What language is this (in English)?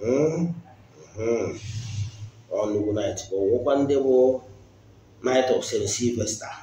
Igbo